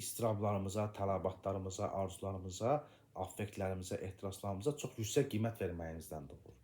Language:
Azerbaijani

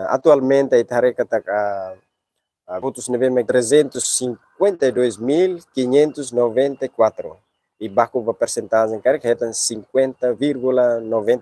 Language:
Tetum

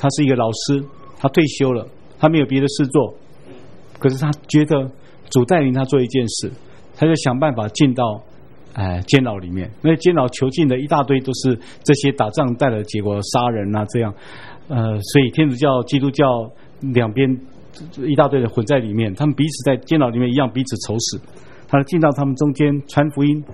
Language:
Chinese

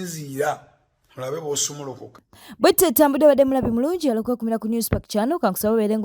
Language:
Ganda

